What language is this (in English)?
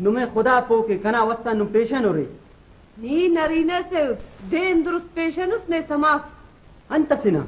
Brahui